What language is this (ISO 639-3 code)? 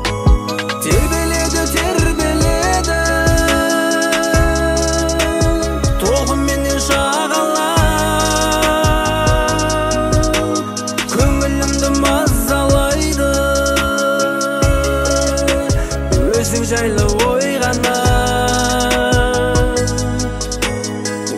kaz